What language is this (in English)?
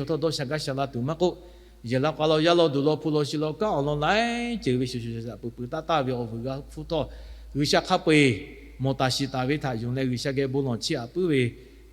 Lahu